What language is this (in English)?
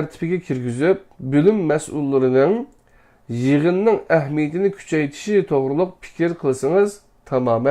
Uyghur